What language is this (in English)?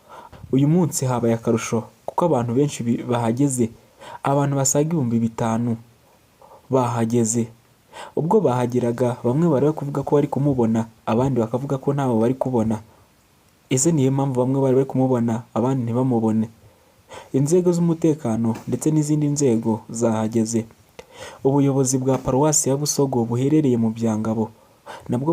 Kinyarwanda